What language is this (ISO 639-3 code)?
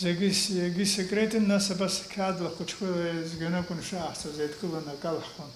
abk